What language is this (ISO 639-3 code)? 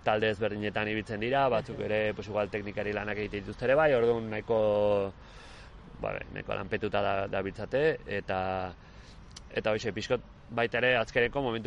eus